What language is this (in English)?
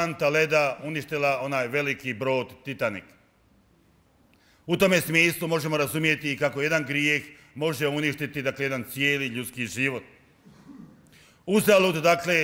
Croatian